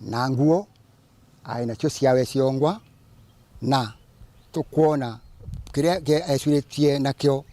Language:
Meru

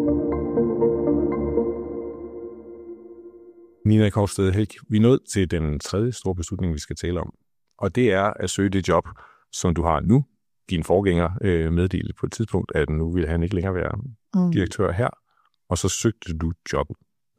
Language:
Danish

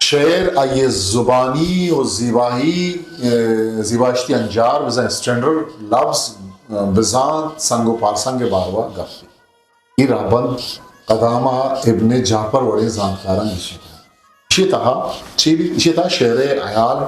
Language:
Eastern Balochi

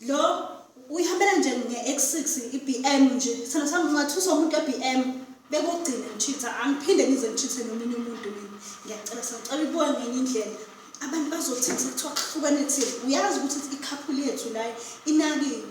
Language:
Zulu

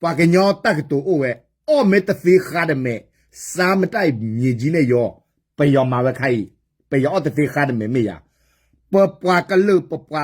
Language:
S'gaw Karen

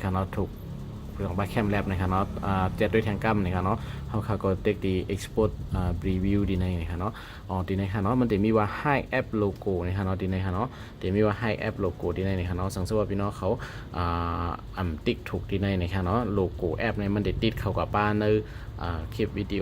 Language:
Shan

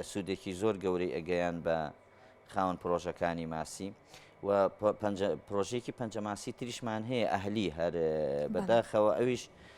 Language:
Central Kurdish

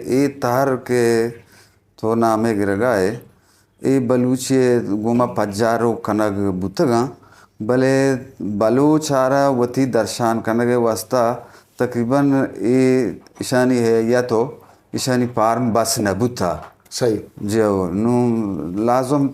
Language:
Eastern Balochi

